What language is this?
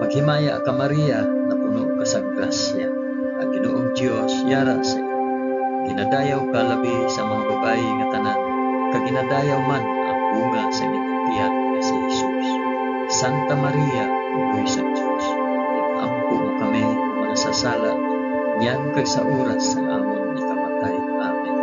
Hiligaynon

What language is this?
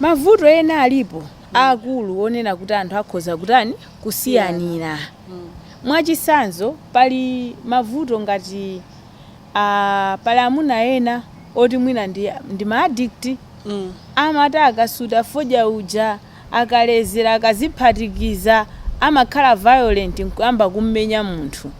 Nyanja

